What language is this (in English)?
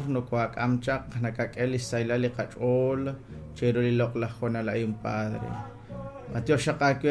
Kekchí